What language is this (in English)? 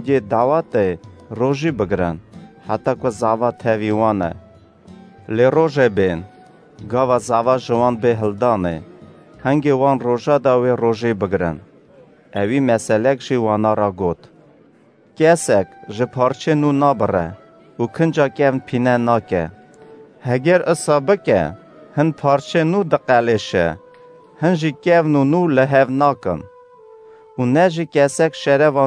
Kurdish